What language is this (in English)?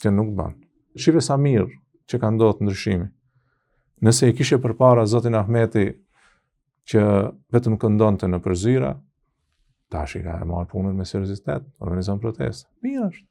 Albanian